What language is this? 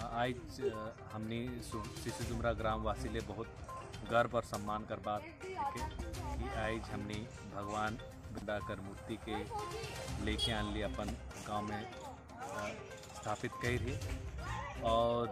Sadri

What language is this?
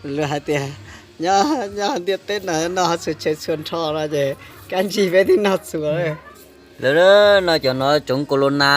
Hmong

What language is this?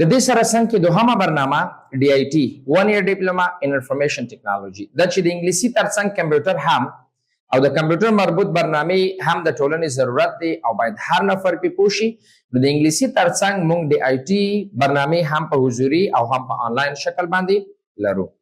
Pashto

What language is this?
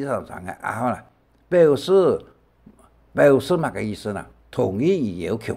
Hakka Chinese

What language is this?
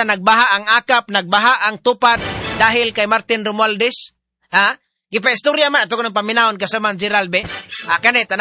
Cebuano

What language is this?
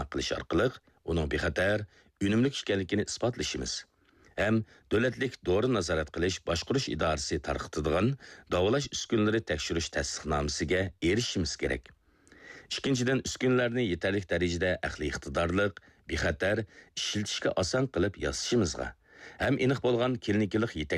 Uyghur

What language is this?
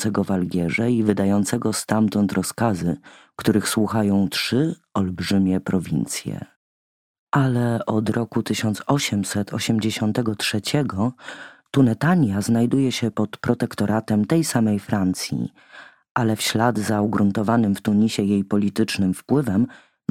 Polish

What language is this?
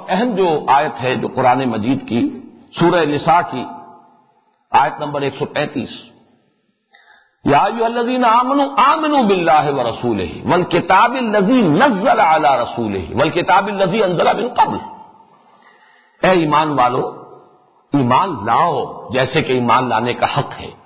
Urdu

